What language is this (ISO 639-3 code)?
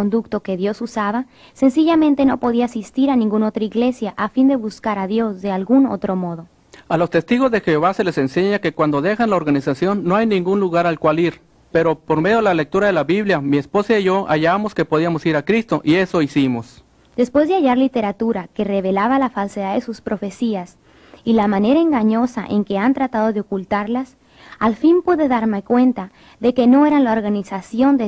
spa